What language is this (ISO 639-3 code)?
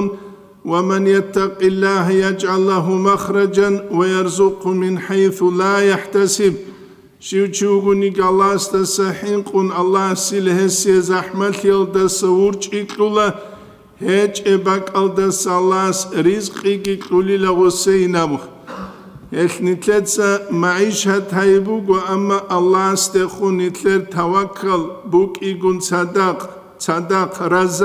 ava